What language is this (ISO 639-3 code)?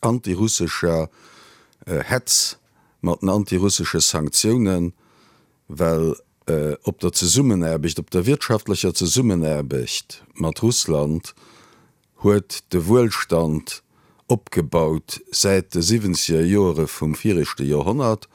ltz